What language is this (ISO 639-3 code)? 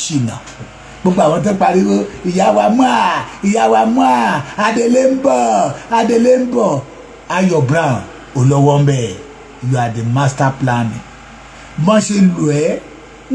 yor